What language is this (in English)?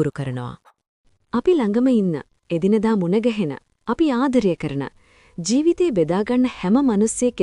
Sinhala